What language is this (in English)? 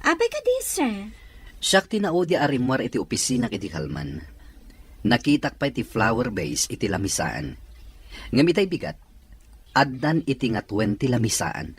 Iloko